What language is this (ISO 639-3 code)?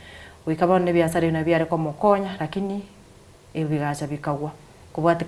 guz